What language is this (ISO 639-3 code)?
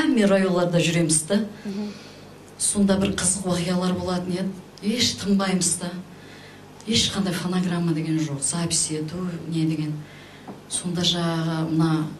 kaa